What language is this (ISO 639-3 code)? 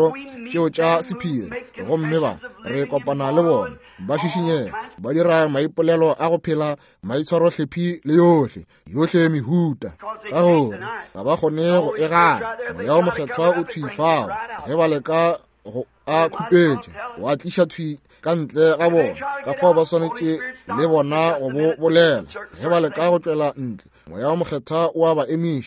nso